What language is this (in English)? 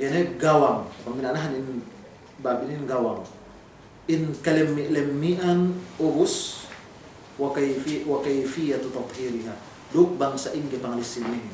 Yakan